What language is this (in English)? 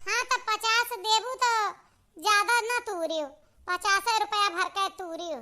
Awadhi